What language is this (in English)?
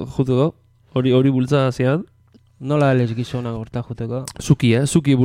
Basque